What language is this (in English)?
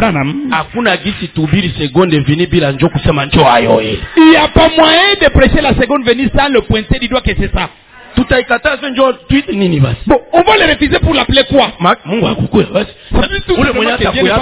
Swahili